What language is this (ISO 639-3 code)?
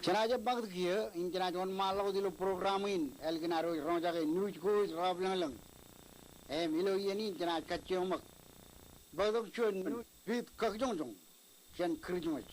mah